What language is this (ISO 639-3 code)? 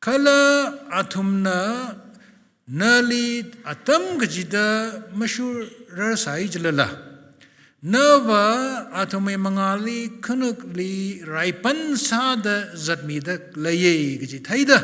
nmf